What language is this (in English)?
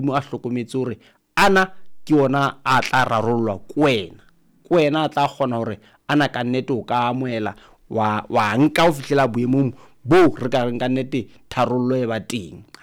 Southern Sotho